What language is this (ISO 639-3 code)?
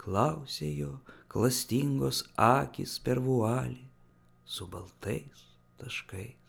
lit